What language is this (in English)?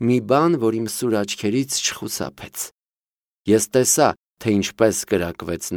Armenian